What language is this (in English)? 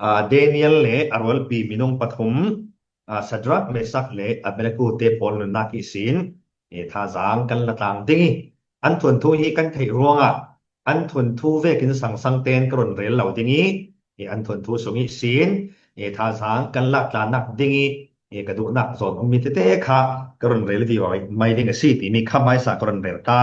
Falam Chin